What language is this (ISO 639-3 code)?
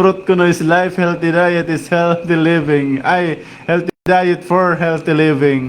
war